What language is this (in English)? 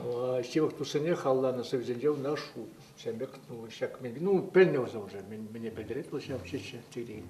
Chuvash